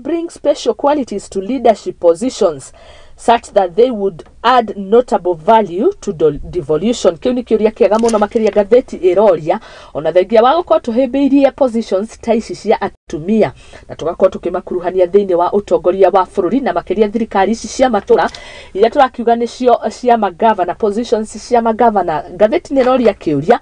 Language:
Kikuyu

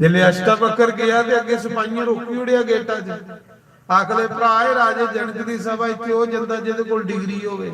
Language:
Dogri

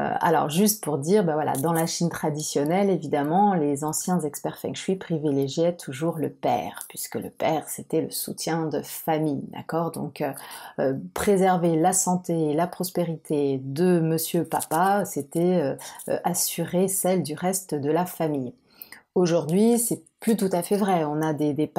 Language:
French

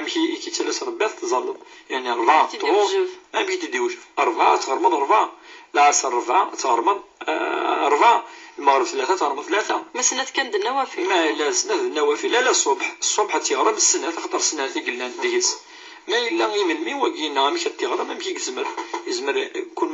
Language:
Kabyle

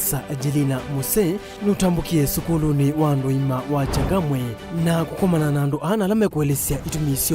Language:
Kamba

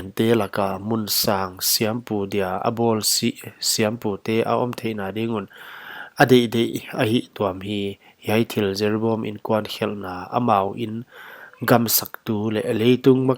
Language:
Paite Chin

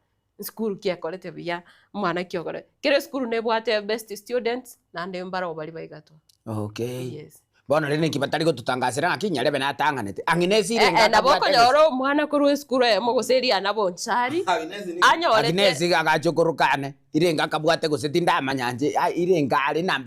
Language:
Gusii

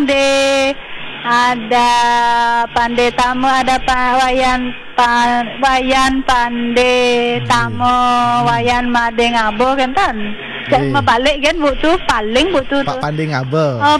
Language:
Balinese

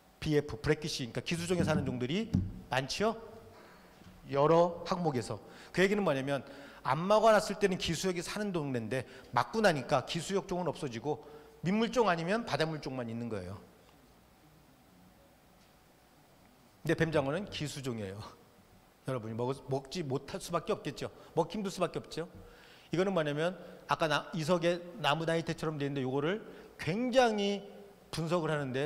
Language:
Korean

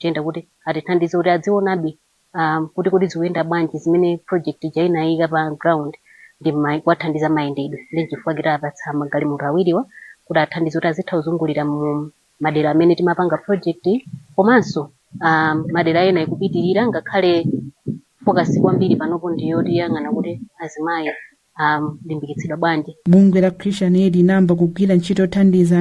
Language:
Nyanja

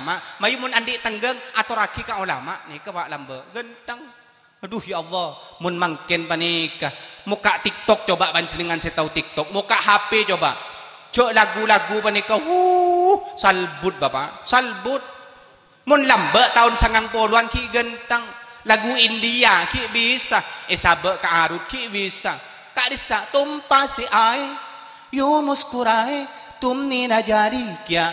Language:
Madurese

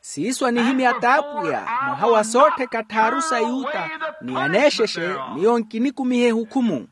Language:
Makhuwa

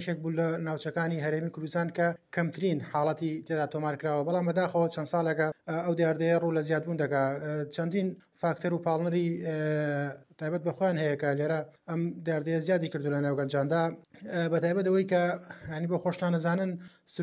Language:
Central Kurdish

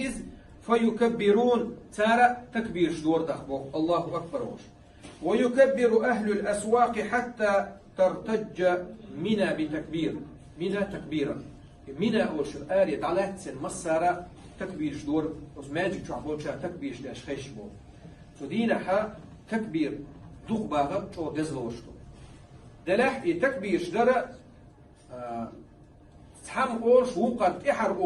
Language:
Chechen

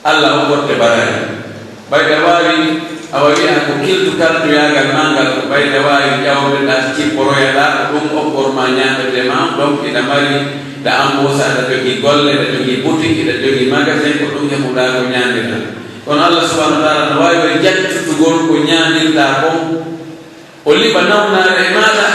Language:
Pular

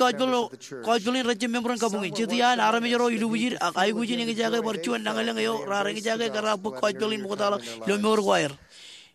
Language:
Marshallese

